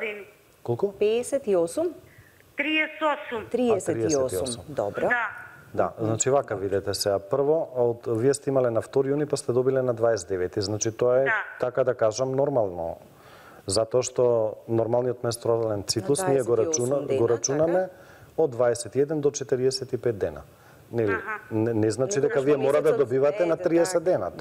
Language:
Macedonian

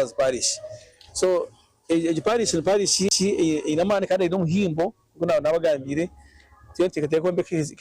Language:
Nyankole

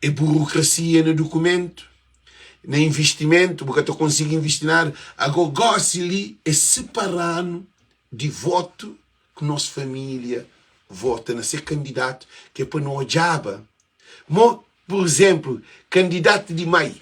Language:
Kabuverdianu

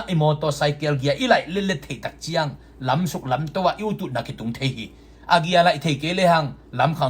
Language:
Tedim Chin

